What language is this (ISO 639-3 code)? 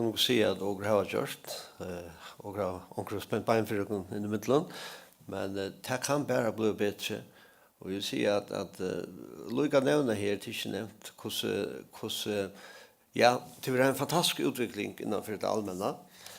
fao